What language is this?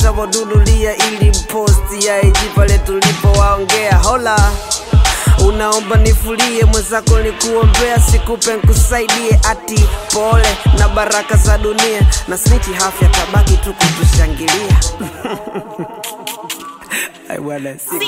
Swahili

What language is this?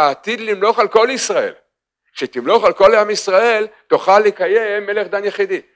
Hebrew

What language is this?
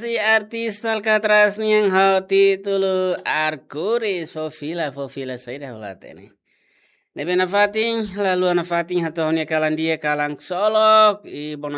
Tetum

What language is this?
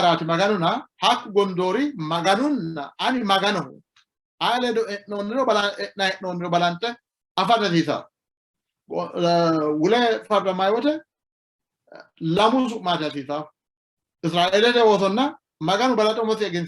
Sidamo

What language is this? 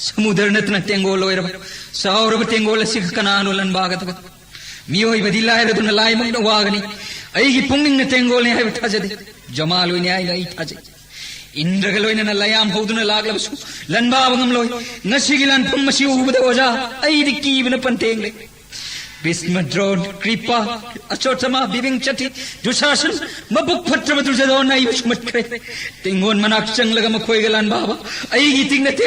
Manipuri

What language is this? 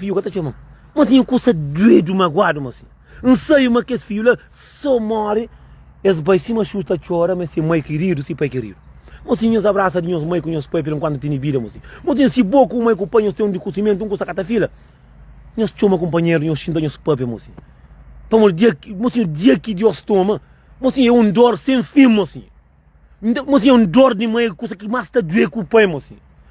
Kabuverdianu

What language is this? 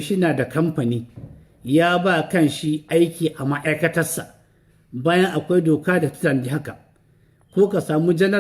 Hausa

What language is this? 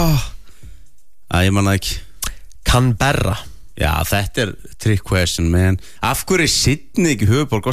Icelandic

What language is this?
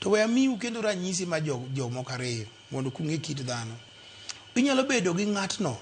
Luo (Kenya and Tanzania)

